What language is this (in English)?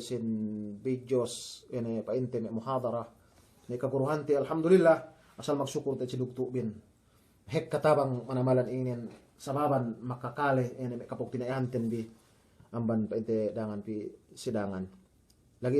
Yakan